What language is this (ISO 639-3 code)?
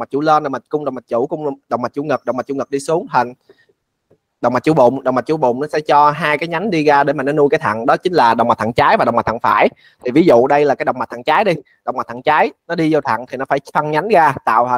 vie